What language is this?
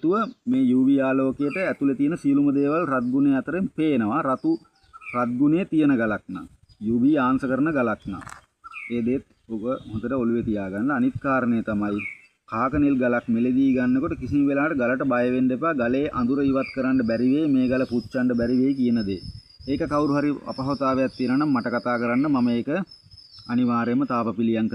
Sinhala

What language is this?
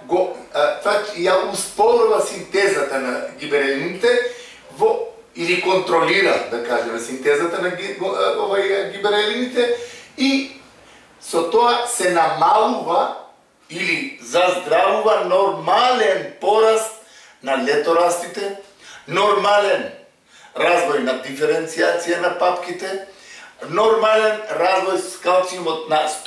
Macedonian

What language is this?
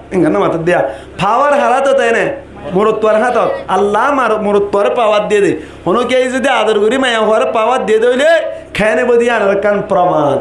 Rohingya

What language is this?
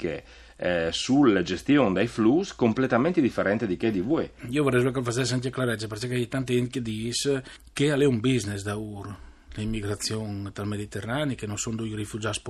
Friulian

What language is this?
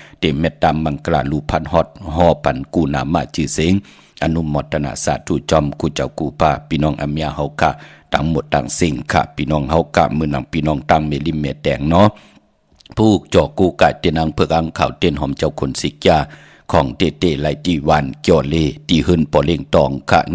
Shan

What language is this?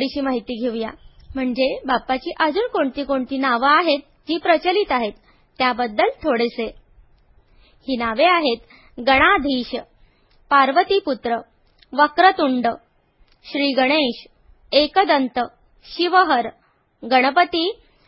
Marathi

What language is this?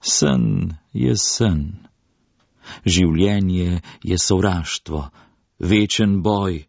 Slovenian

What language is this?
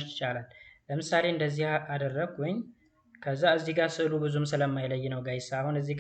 Amharic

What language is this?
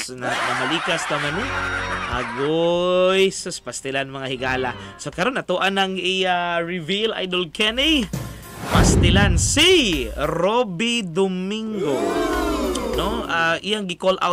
Cebuano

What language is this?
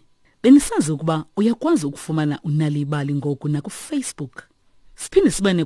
Xhosa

